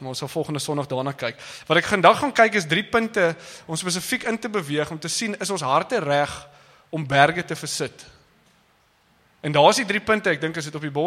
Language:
Afrikaans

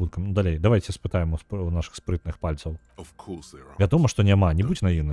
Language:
Belarusian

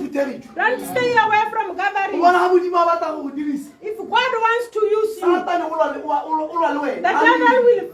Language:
Tswana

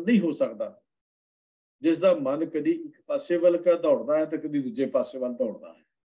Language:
Punjabi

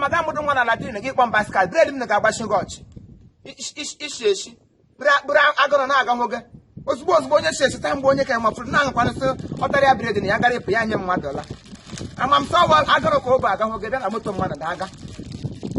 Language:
Igbo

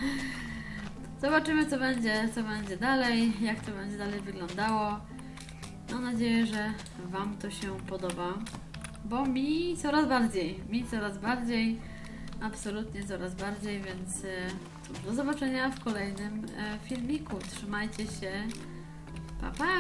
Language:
Polish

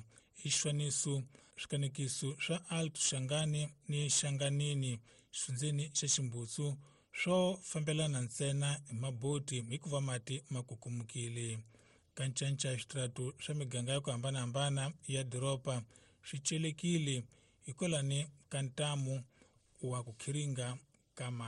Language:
Tsonga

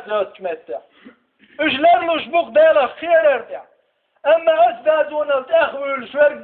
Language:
Chechen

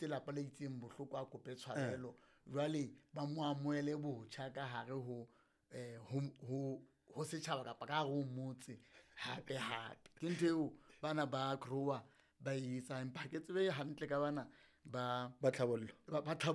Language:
Southern Sotho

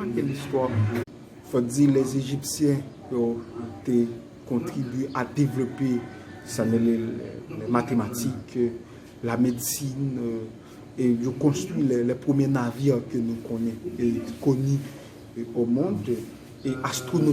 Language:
Haitian Creole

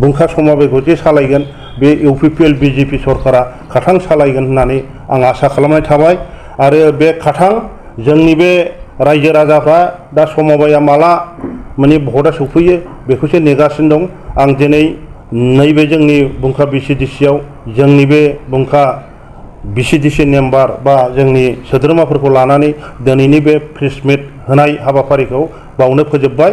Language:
Bodo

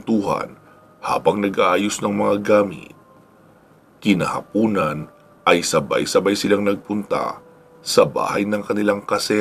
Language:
Filipino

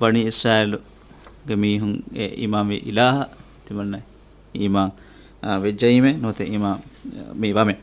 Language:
Divehi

